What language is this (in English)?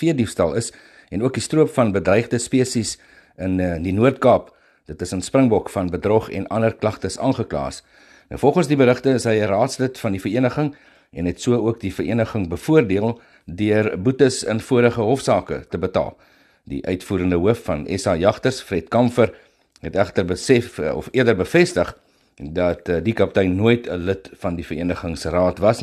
Afrikaans